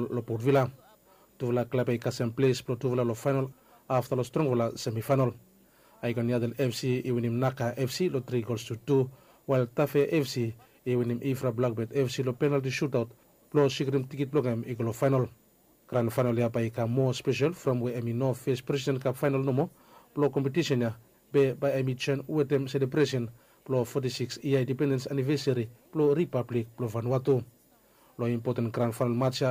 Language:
Bislama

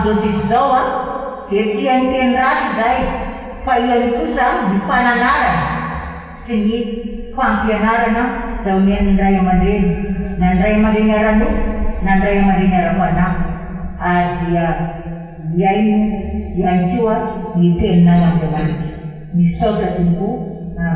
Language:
Malagasy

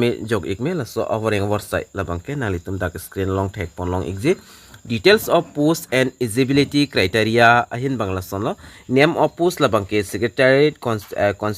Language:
Karbi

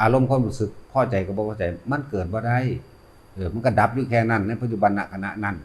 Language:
Northeastern Thai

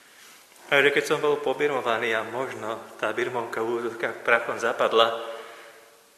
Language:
Slovak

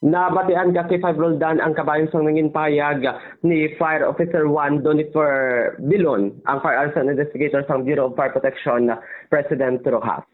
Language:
Hiligaynon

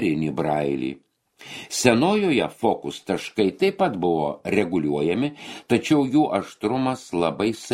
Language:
Lithuanian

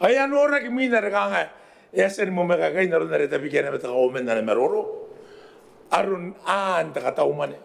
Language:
Gilbertese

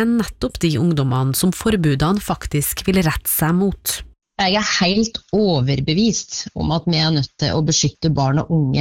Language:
Norwegian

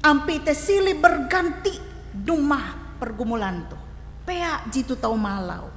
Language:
Ngaju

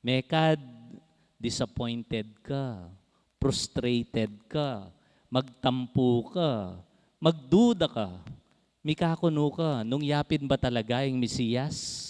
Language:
Pampanga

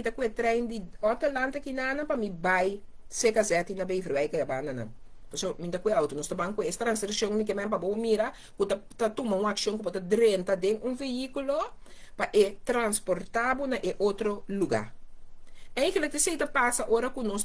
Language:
Papiamento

